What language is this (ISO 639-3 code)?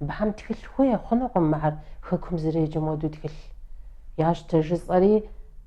kbd